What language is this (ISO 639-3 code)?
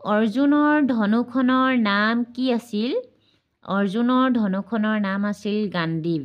asm